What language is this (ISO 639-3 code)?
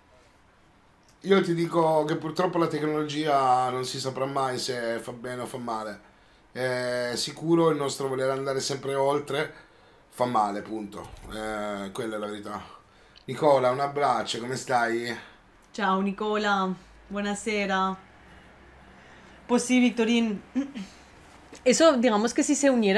ita